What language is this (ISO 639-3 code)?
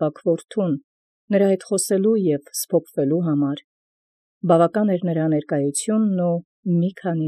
hye